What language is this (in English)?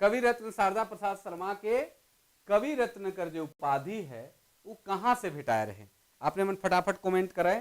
Sadri